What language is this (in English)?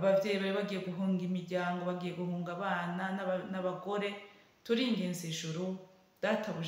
Rundi